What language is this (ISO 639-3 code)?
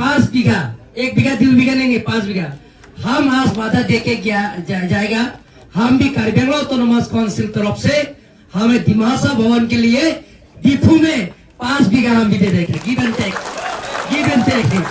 mjw